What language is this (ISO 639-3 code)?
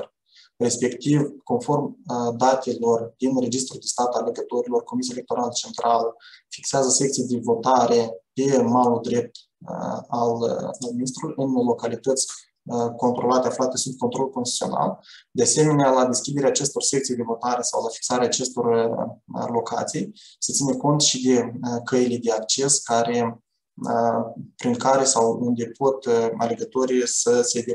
ron